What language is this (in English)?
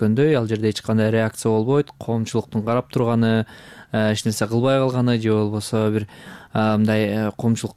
Kyrgyz